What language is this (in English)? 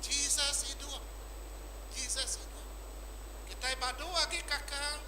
Iban